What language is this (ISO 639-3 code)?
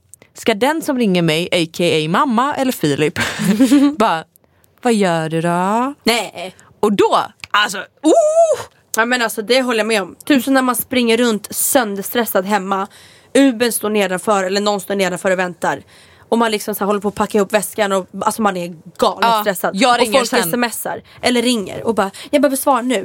swe